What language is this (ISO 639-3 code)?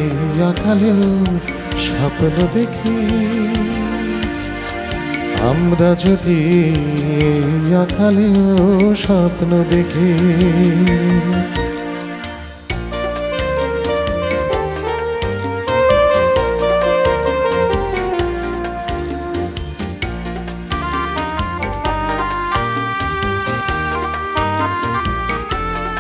ben